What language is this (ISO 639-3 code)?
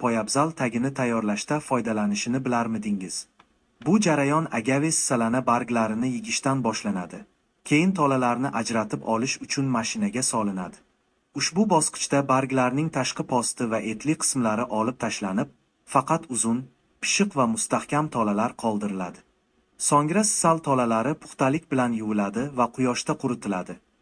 uzb